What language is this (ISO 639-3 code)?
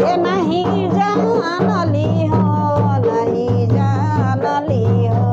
sck